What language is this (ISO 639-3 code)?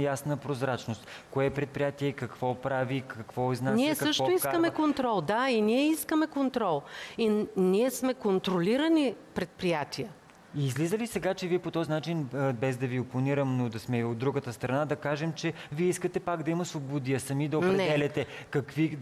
bul